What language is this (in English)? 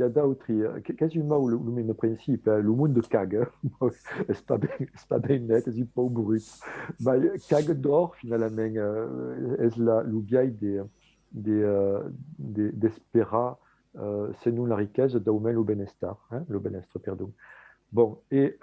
Occitan